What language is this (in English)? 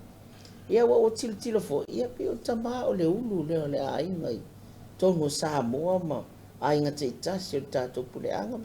Samoan